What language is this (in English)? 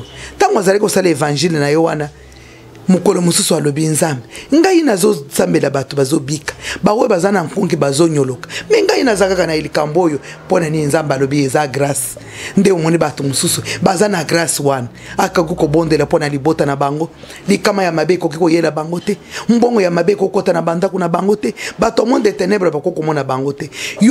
Lingala